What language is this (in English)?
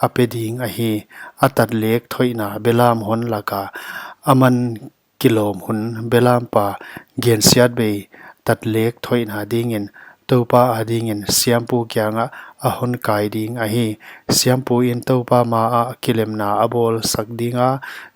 Paite Chin